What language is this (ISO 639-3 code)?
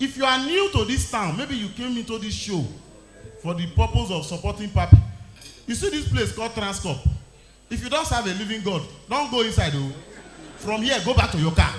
pcm